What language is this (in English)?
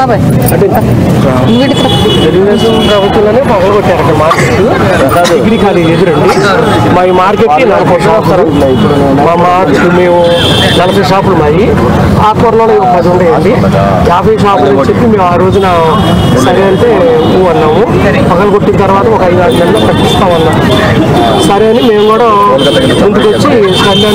Telugu